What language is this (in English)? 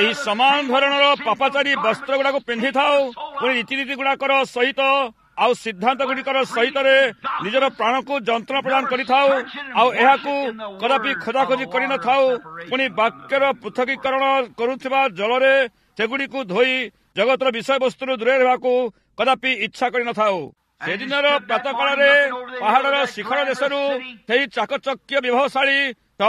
Odia